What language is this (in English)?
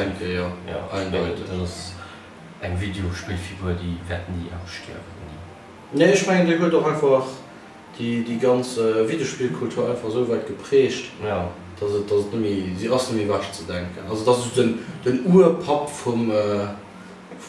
Luxembourgish